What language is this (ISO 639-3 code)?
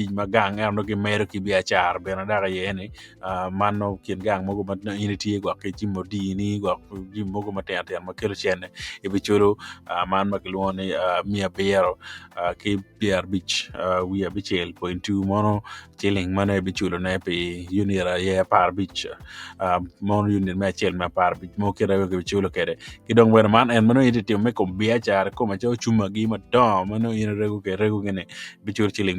ach